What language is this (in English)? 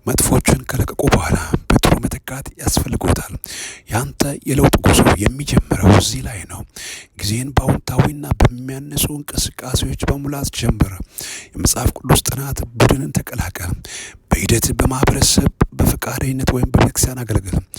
Amharic